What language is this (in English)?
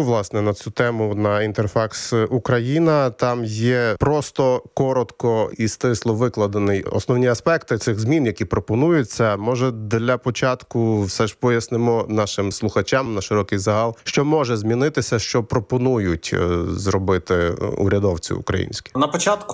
Ukrainian